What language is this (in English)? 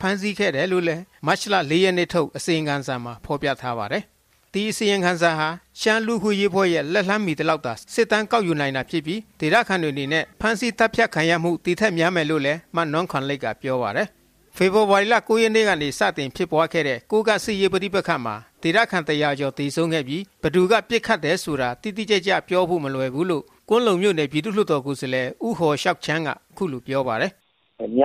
Burmese